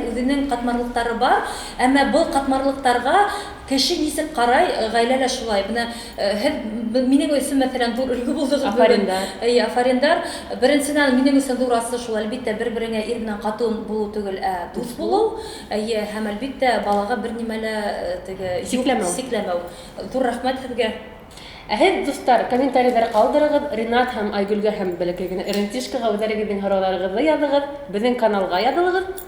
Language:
Bashkir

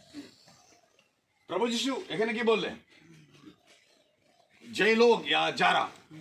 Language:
Bangla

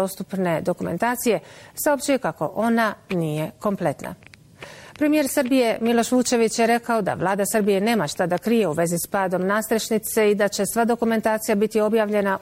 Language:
Bosnian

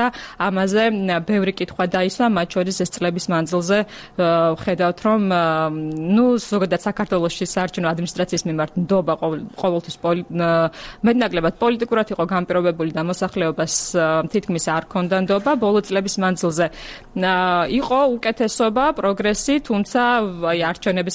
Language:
Georgian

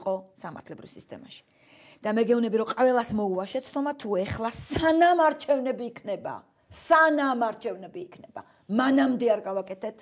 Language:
Georgian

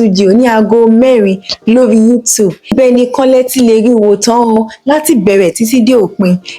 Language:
Yoruba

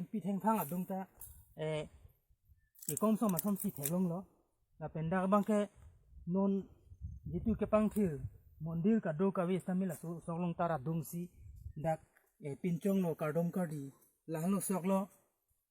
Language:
Karbi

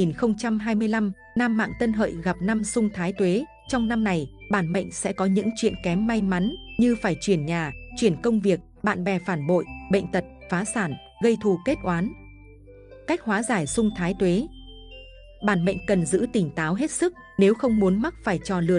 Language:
Vietnamese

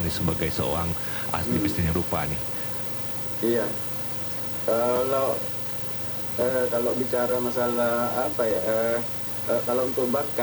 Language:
Indonesian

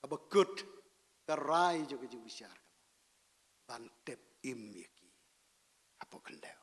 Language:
Khasi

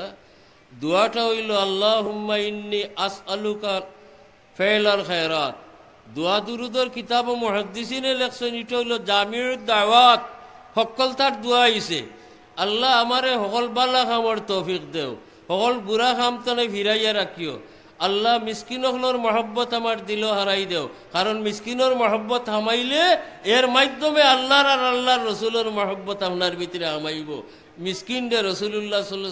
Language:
Sylheti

